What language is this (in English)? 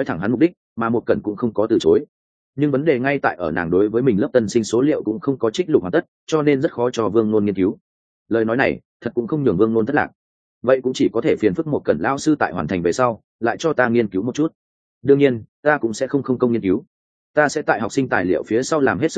Vietnamese